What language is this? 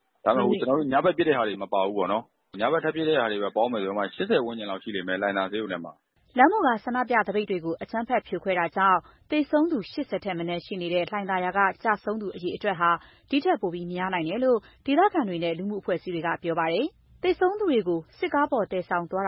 Burmese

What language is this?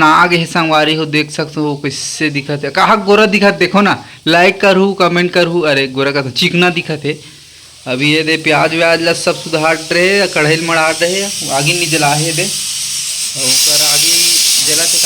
Chhattisgarhi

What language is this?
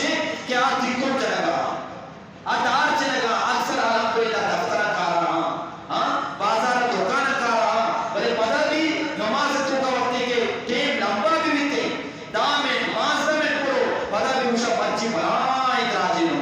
Eastern Balochi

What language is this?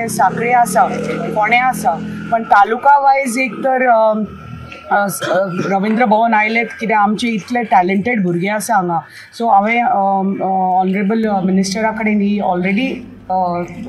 Konkani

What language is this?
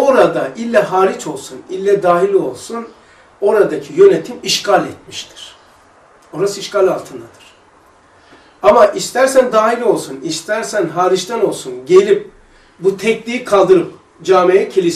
Turkish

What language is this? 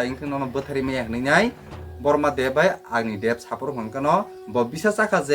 Kok Borok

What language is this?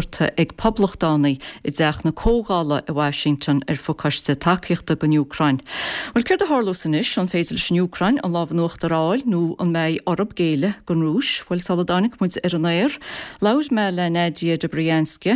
Irish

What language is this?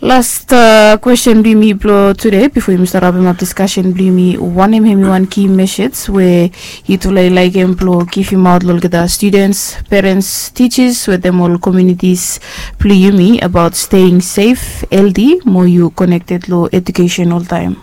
Bislama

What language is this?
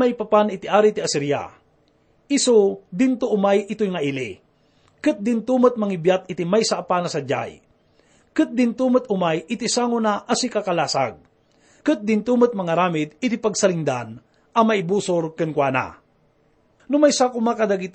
Iloko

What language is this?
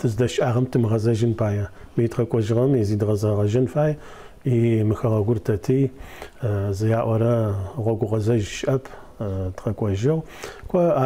Adyghe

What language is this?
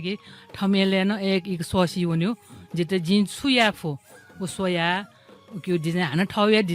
Newari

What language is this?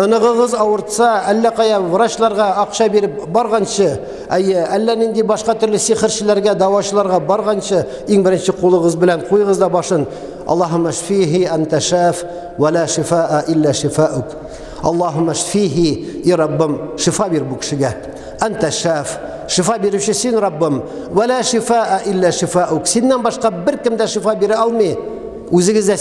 Tatar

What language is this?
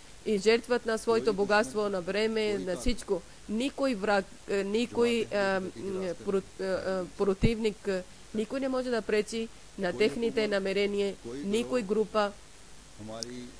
Bulgarian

